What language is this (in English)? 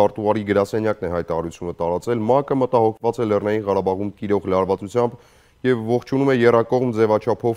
Armenian